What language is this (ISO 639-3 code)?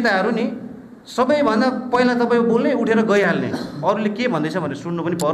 nep